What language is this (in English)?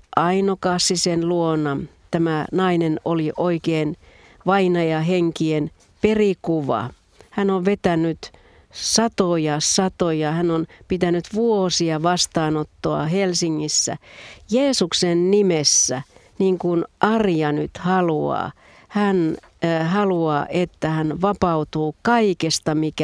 Finnish